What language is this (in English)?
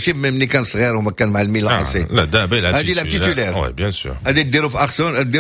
Moroccan Arabic